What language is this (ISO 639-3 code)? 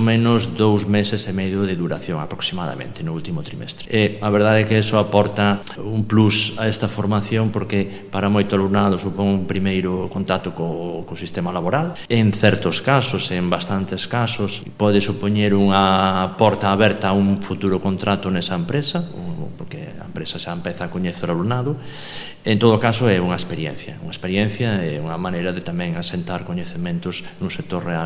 glg